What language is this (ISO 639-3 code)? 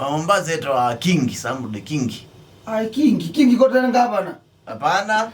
kam